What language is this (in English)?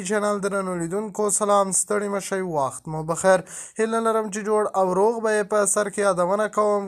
Pashto